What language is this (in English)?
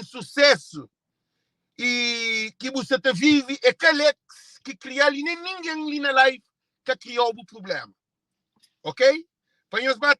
Kabuverdianu